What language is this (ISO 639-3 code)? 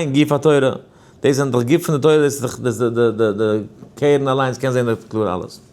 yid